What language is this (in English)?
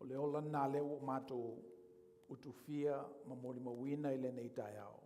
Samoan